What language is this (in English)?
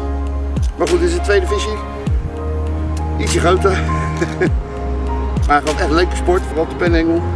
Dutch